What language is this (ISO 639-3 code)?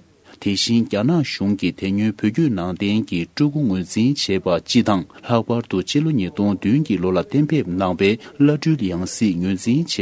bod